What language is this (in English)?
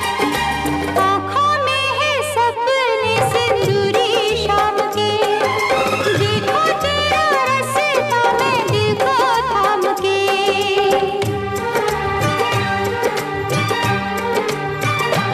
Hindi